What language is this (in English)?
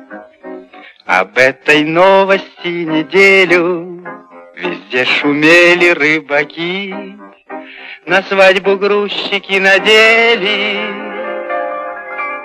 Russian